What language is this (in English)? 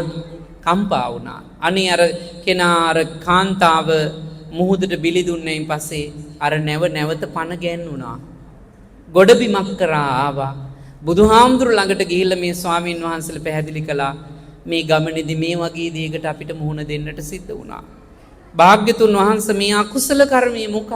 Sinhala